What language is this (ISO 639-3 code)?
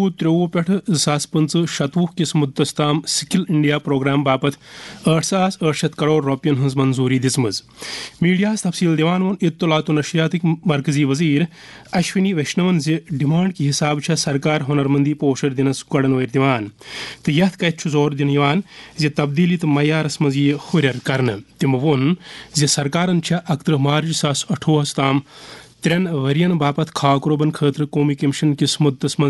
kas